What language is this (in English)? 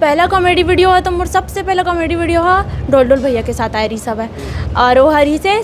Chhattisgarhi